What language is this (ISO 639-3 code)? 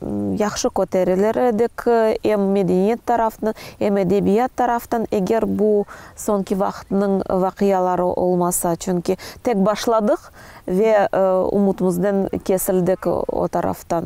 crh